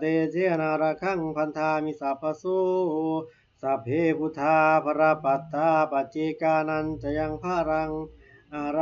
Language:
Pali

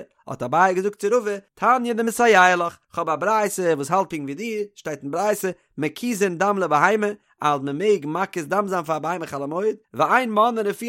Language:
Yiddish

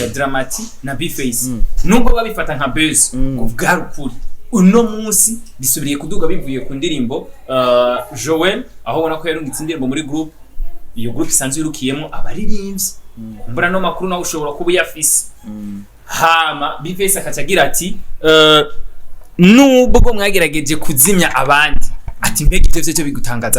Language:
Rundi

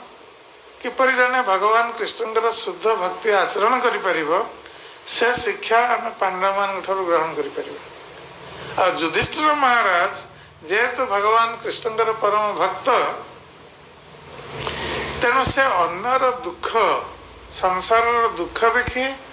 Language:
Odia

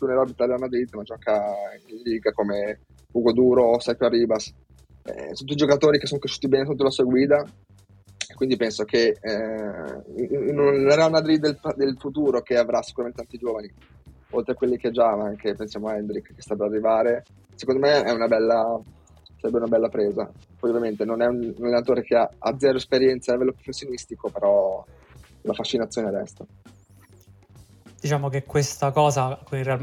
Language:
Italian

